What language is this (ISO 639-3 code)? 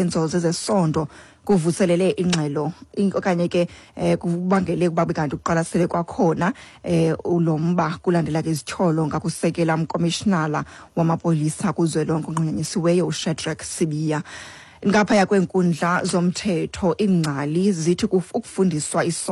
xho